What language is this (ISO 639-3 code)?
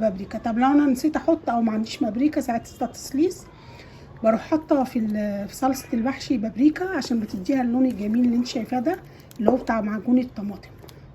arz